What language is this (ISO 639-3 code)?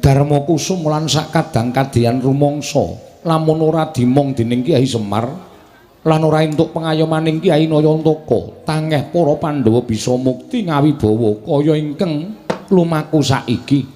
jav